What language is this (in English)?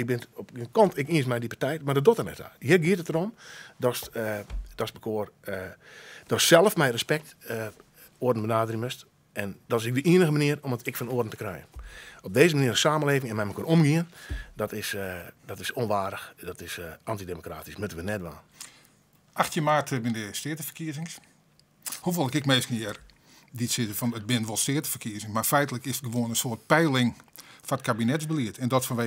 Western Frisian